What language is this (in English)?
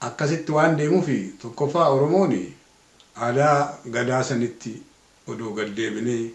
Oromo